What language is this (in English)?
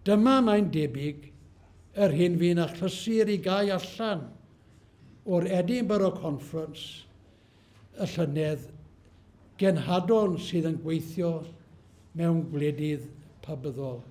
Welsh